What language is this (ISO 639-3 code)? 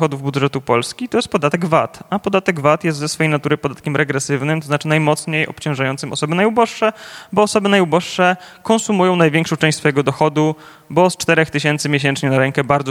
pol